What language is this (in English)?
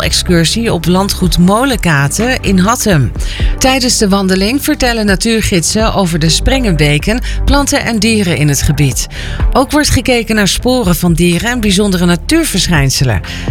Dutch